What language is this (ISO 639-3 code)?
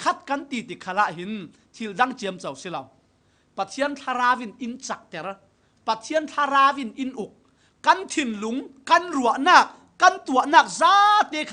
cfm